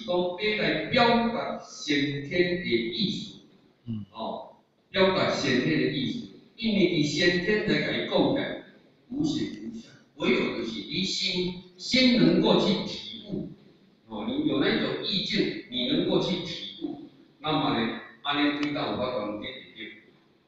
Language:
Min Nan Chinese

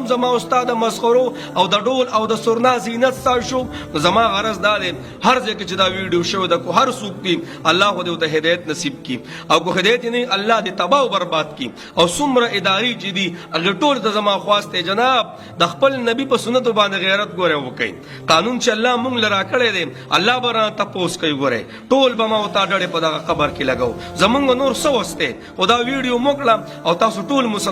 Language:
Pashto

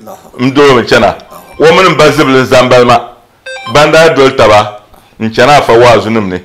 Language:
Dagbani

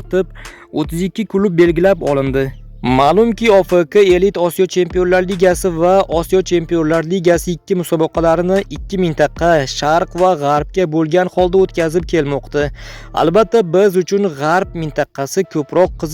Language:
Uzbek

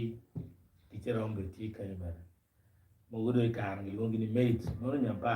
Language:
Acoli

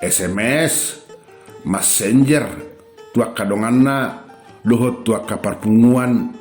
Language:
Batak Toba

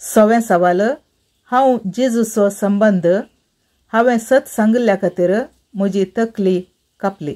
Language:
Konkani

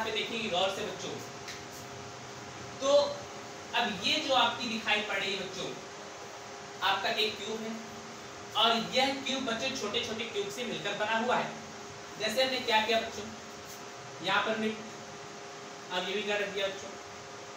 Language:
Hindi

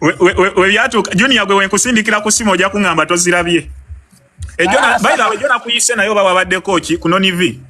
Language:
Ganda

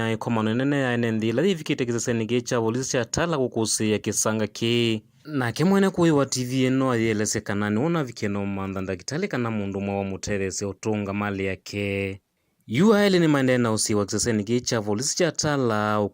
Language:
Kamba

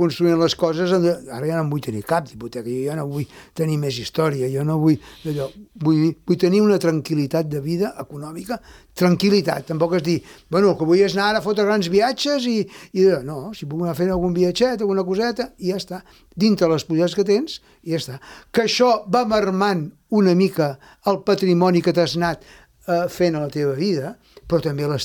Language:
Catalan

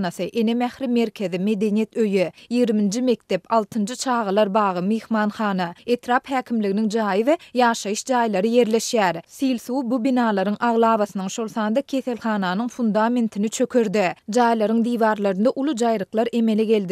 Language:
Turkmen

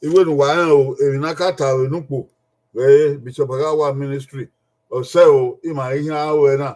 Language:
Bini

